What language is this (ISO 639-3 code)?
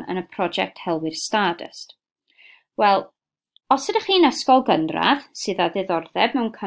cym